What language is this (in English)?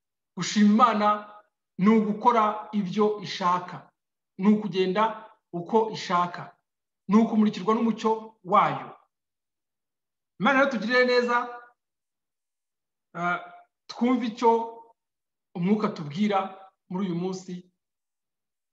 Kinyarwanda